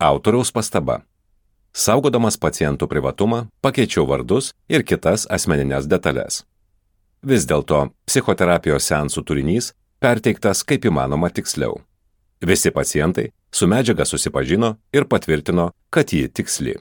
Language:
Lithuanian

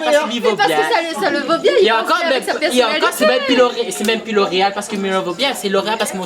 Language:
Réunion Creole French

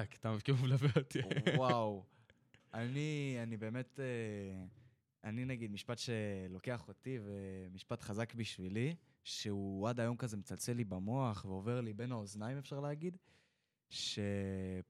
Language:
Hebrew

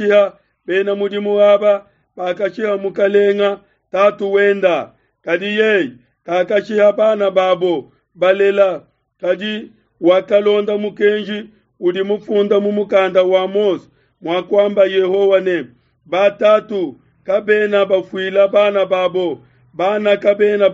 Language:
Luba-Lulua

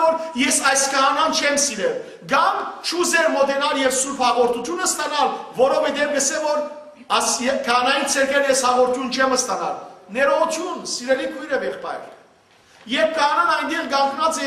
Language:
Western Armenian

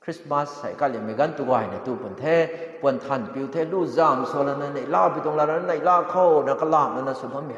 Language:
Rongmei Naga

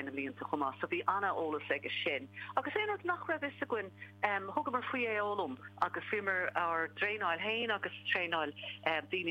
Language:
Irish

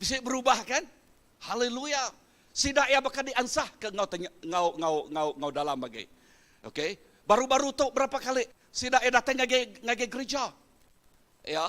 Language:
Iban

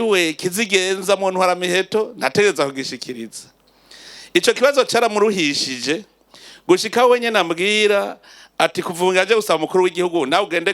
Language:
Rundi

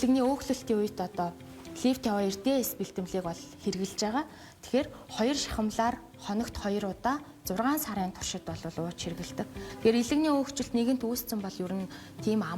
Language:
Mongolian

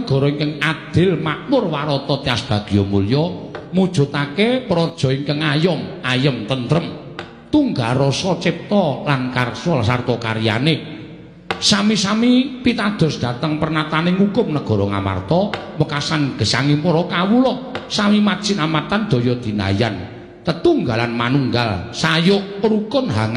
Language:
Javanese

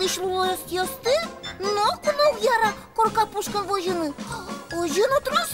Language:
Udmurt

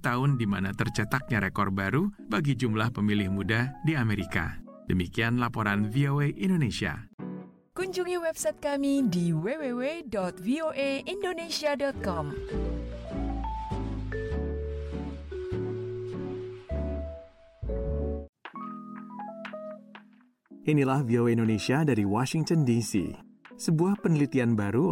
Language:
Indonesian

